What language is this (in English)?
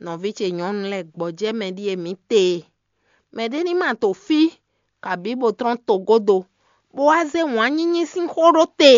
Fon